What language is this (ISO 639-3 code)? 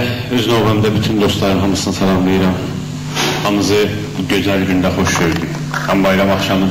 azb